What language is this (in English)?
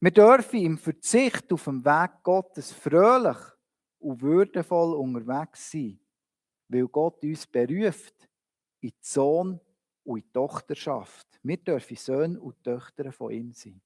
Swiss German